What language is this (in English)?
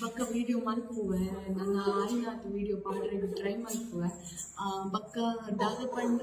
Tulu